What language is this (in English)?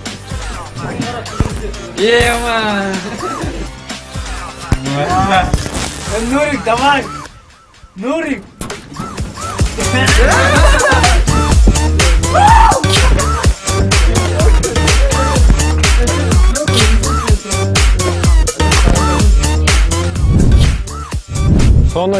Kazakh